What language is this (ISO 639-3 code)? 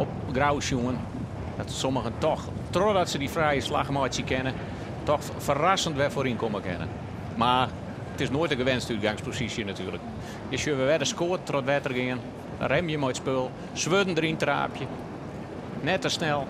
fry